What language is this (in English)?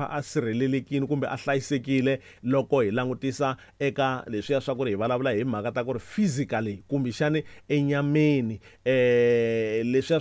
Tsonga